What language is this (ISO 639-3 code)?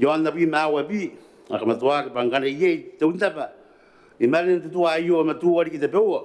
gil